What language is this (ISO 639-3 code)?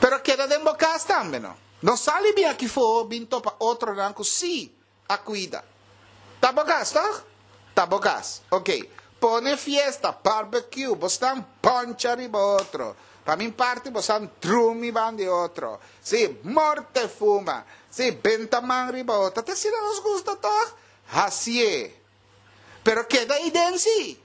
pap